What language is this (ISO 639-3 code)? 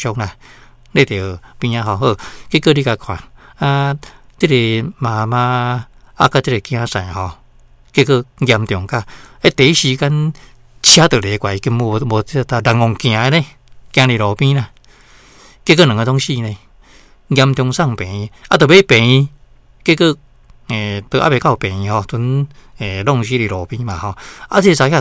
nan